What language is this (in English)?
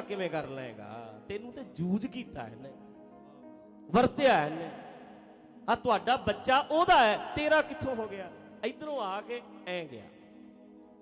Punjabi